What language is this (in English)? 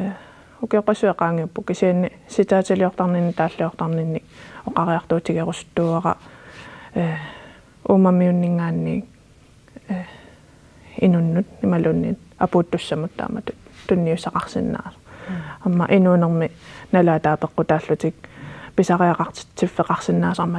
Kalaallisut